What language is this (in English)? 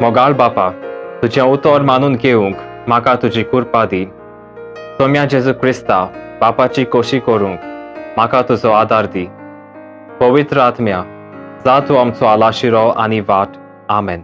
Konkani